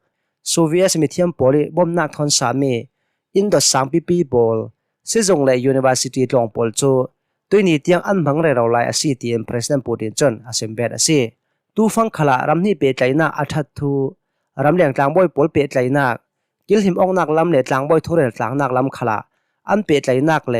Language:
Hakha Chin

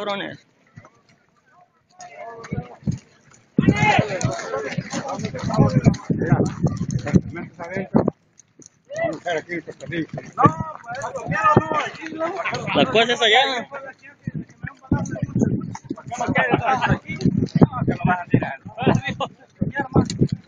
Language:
Spanish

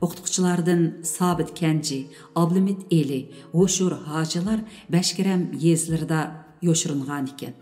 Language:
Uyghur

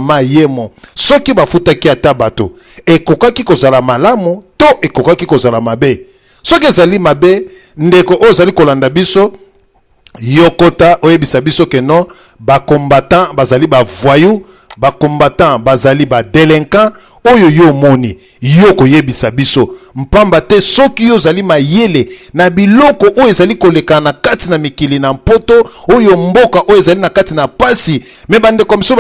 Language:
Lingala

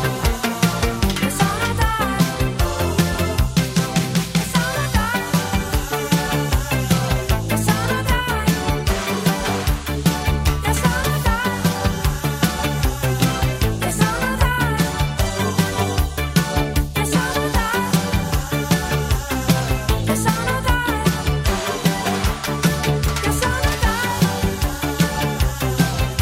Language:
Danish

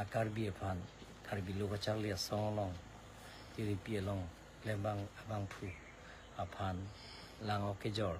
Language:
Karbi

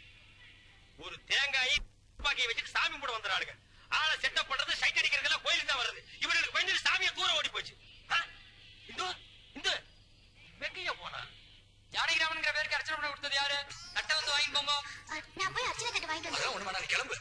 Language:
Tamil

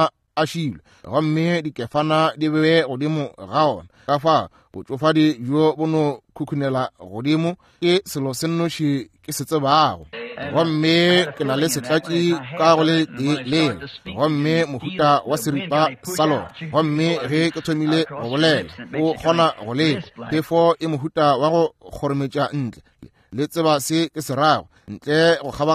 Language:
Northern Sotho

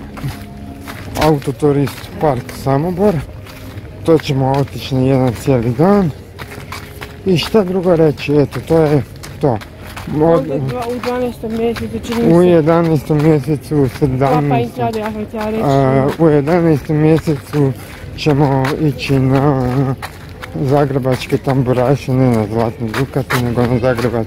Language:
Croatian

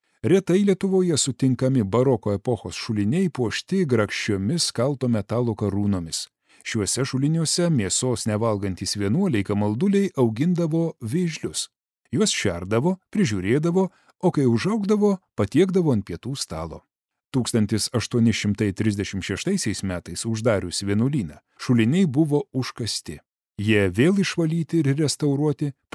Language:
Lithuanian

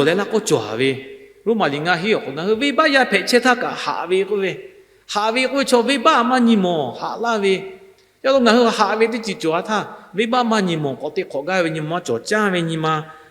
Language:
Lahu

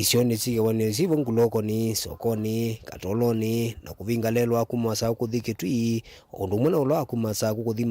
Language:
Kamba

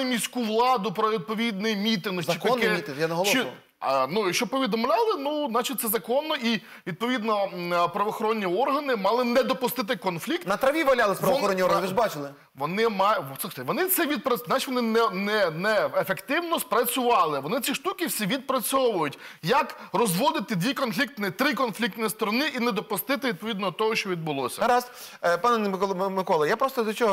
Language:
Ukrainian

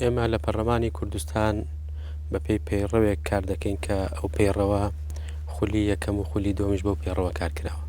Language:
Central Kurdish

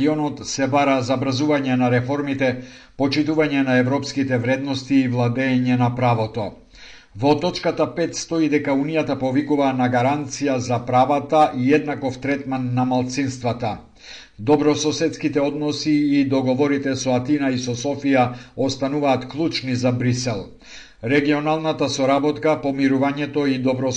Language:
Macedonian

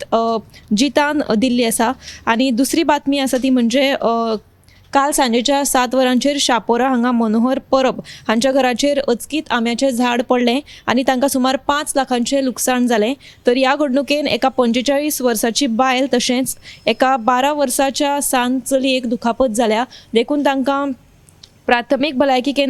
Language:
Konkani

